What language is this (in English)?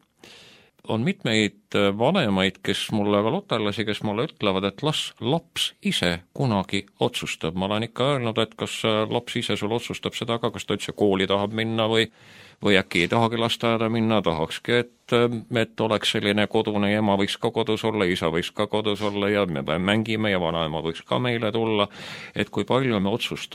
Estonian